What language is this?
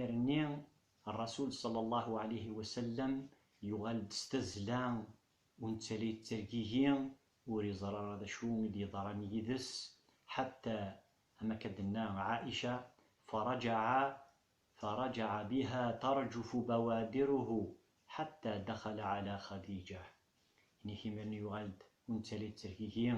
Kabyle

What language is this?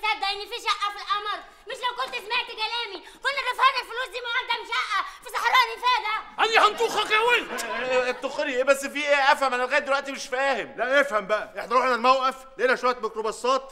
Egyptian Arabic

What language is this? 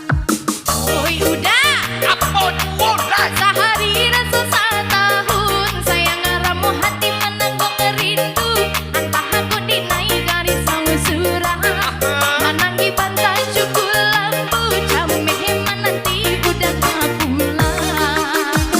Minangkabau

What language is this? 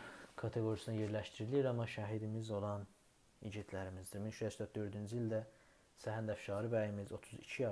South Azerbaijani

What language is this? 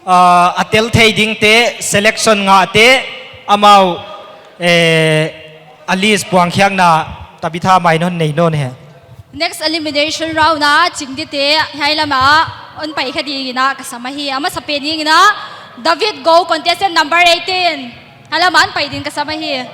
Paite Chin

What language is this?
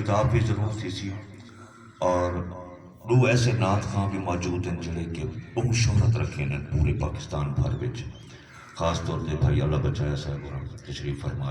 Saraiki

